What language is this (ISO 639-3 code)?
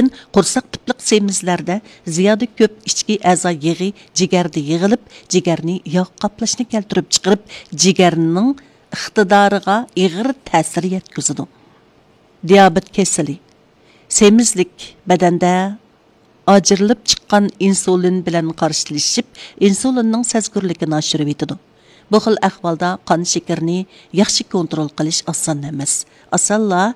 uig